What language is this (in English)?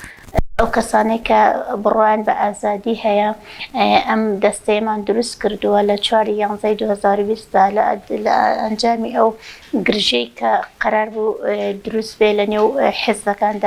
Central Kurdish